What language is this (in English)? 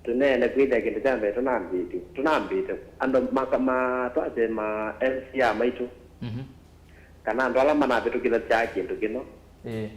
Kamba